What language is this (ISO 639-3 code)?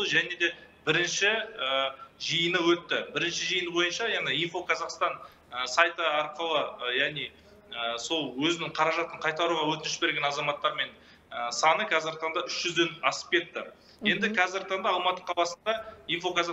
kaz